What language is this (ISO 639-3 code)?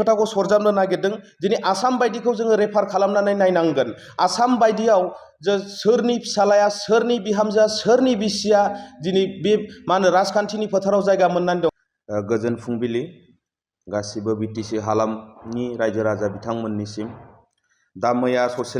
brx